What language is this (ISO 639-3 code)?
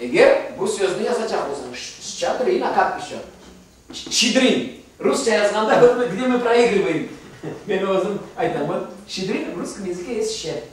crh